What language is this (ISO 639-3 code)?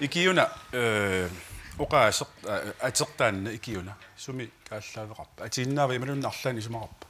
kal